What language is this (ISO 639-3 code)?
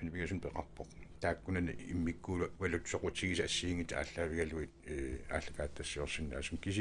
kal